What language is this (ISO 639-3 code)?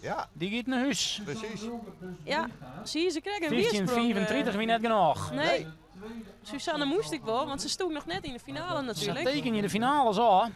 fry